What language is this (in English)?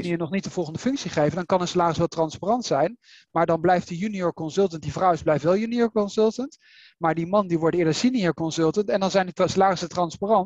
Dutch